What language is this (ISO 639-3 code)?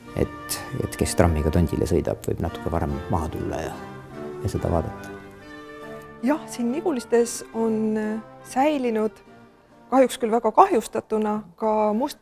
est